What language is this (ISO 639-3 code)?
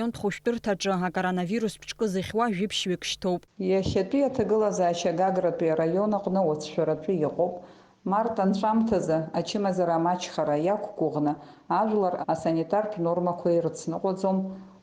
abk